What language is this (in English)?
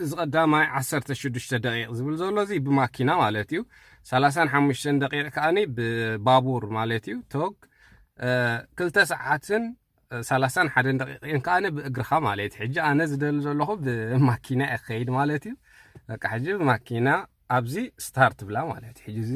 Tigrinya